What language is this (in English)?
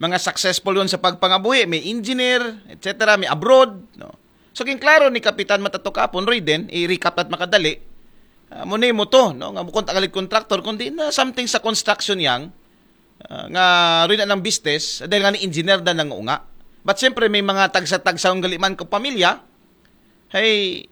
Aklanon